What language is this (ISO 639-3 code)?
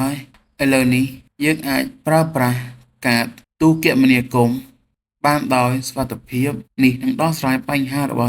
khm